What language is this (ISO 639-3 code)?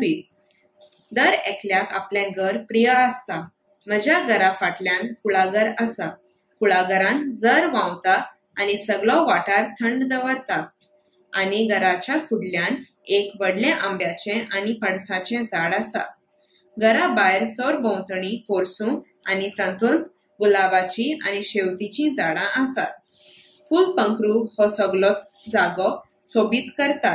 kok